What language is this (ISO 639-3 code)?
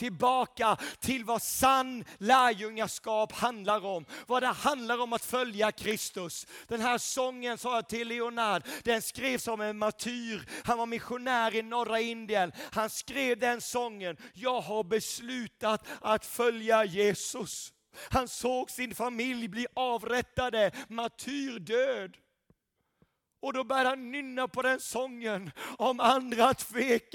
swe